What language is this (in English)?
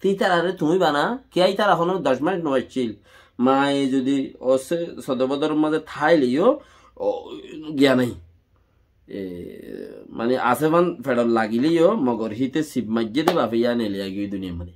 Rohingya